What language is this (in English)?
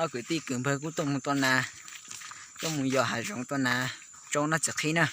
Hmong